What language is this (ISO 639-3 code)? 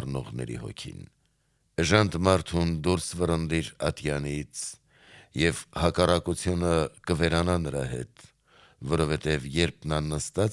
hye